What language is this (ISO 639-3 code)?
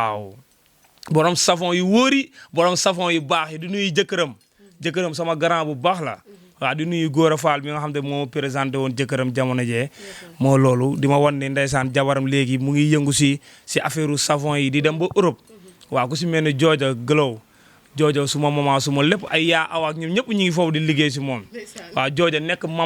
wol